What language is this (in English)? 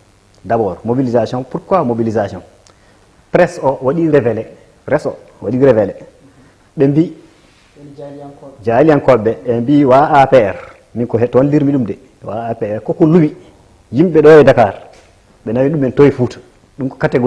Fula